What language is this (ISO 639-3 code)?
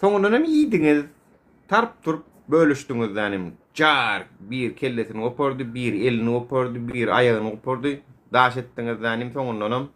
tuk